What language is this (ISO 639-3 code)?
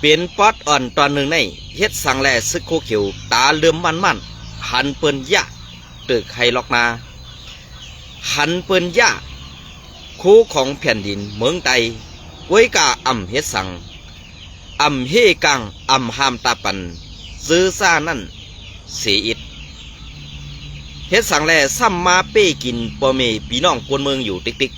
shn